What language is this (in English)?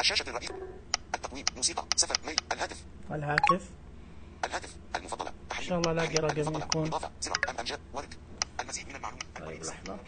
Najdi Arabic